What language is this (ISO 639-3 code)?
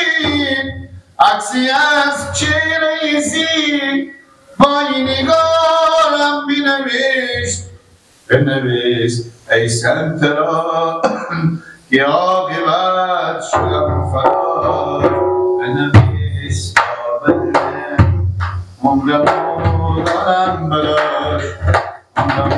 fas